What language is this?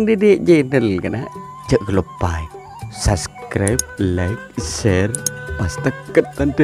Madurese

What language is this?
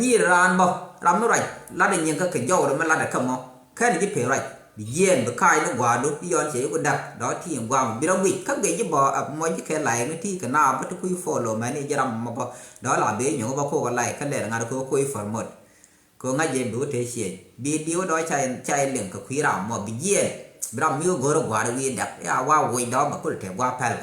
Nuer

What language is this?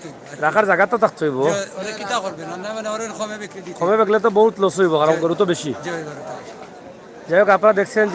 Sylheti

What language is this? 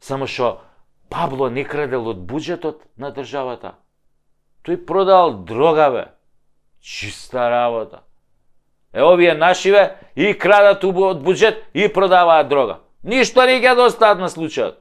Macedonian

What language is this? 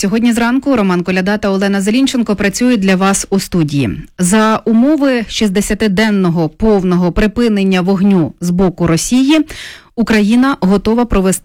Ukrainian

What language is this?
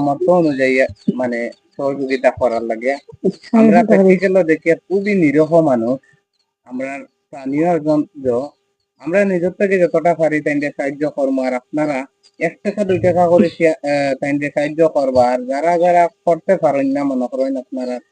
Sylheti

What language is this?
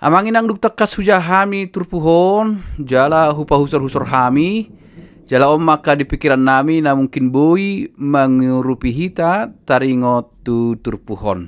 Batak Toba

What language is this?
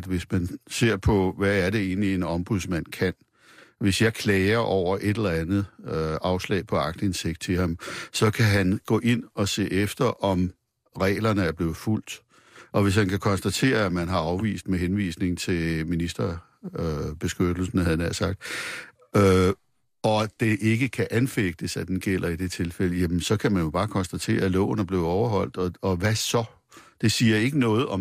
Danish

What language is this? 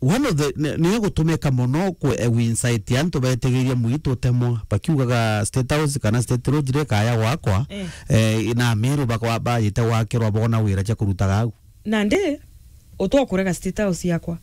Meru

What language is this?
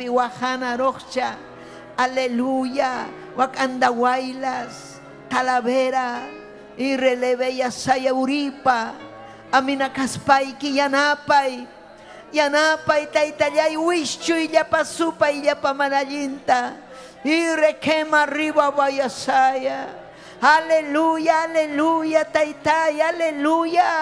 Ayacucho Quechua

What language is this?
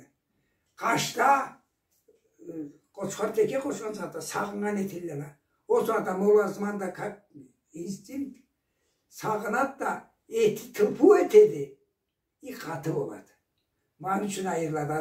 Karachay-Balkar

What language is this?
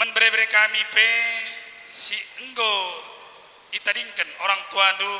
Batak Karo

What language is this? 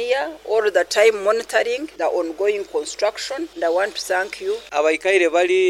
Nyoro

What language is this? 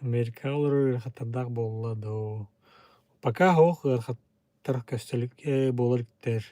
Yakut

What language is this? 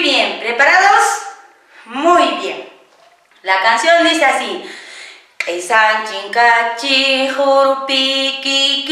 Quechua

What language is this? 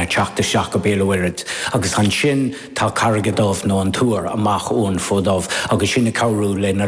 Irish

